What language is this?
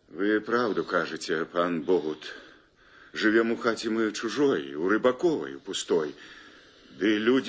Belarusian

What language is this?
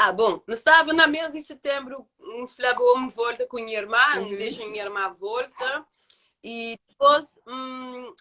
Kabuverdianu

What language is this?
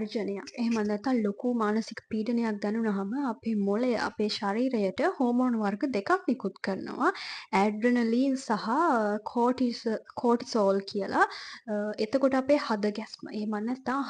Sinhala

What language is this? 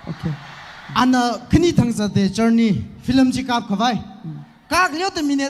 Tangkhul Naga (India)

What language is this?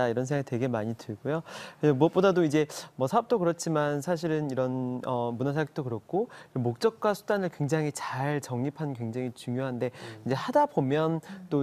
Korean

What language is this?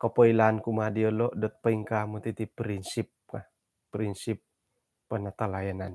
Central Dusun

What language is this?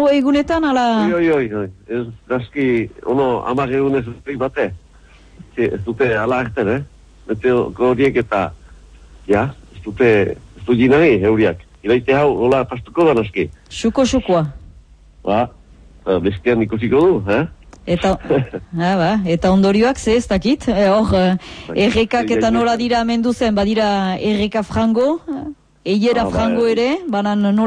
Basque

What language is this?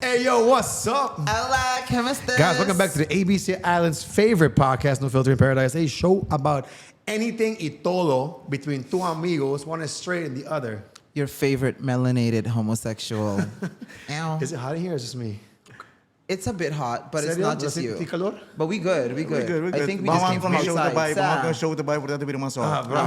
Papiamento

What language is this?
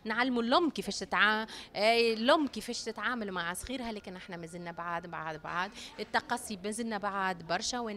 Tunisian Arabic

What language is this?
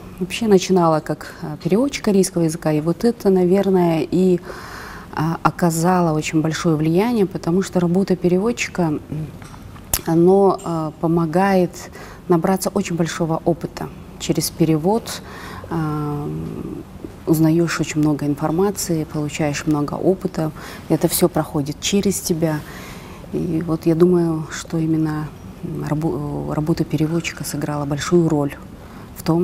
Russian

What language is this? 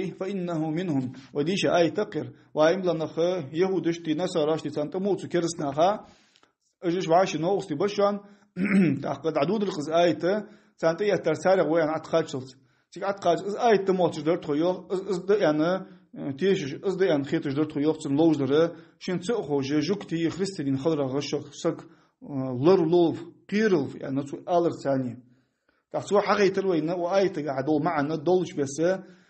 Ingush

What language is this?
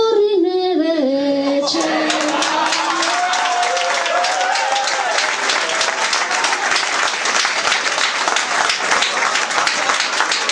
Basque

